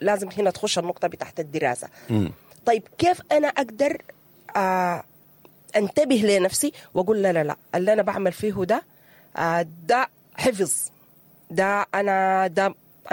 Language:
Sudanese Arabic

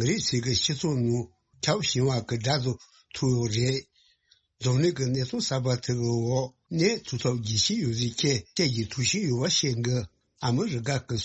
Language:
Tibetan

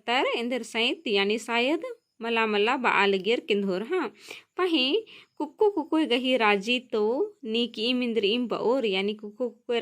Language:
Kurukh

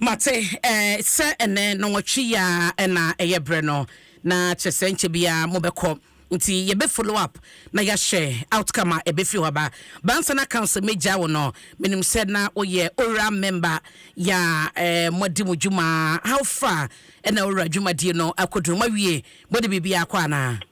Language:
Akan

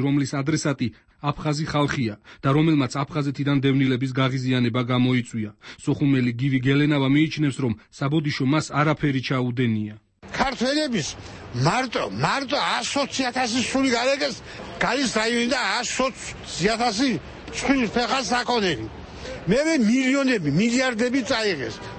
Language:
Georgian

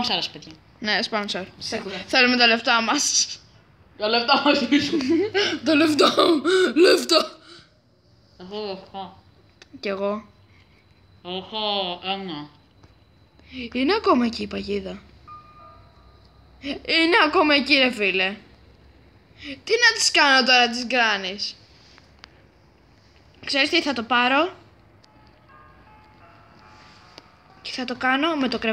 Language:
Greek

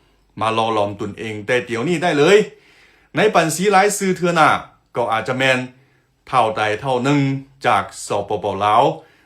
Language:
Lao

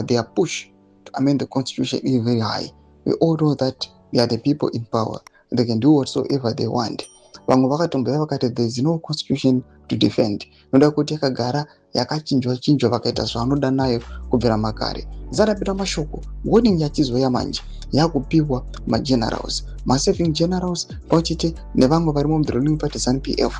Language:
Shona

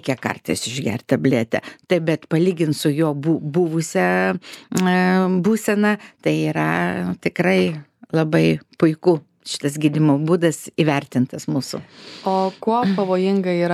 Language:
Lithuanian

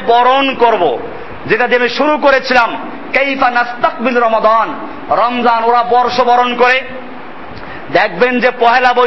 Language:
Bangla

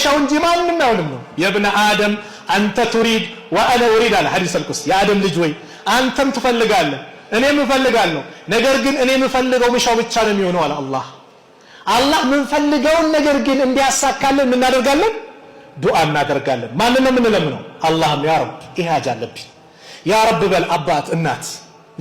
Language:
Amharic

